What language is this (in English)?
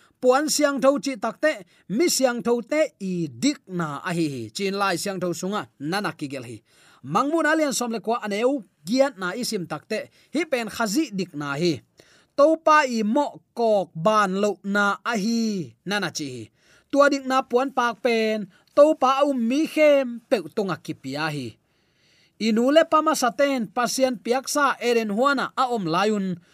Tedim Chin